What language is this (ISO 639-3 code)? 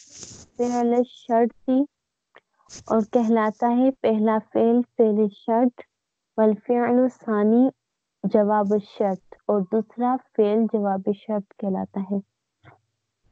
urd